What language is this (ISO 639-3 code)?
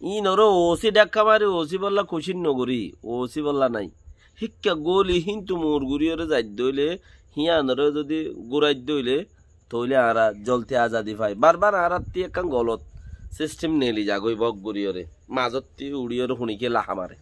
rhg